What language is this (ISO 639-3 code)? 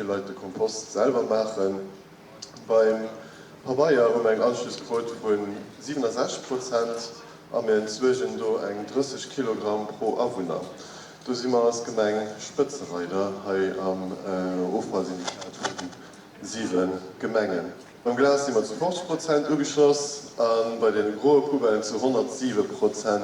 ltz